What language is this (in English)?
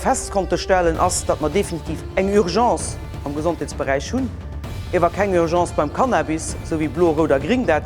Luxembourgish